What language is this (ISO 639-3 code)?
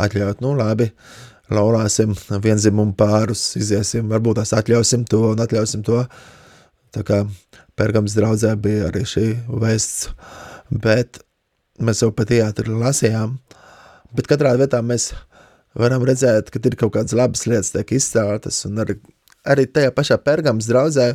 lav